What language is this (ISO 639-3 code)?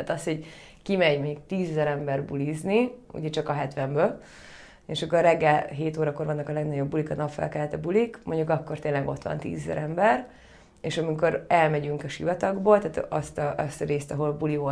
hun